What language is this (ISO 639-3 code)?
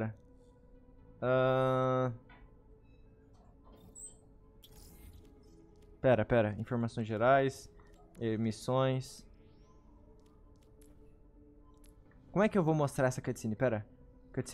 por